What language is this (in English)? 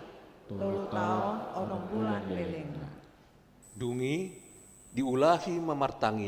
Batak Toba